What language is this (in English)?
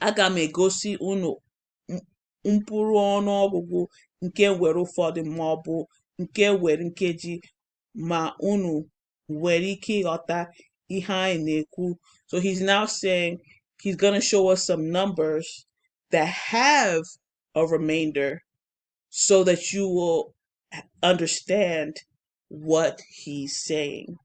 Igbo